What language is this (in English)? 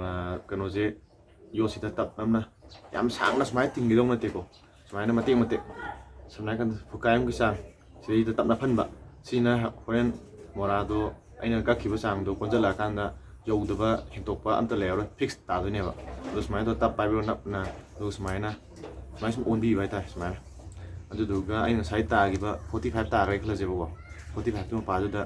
Manipuri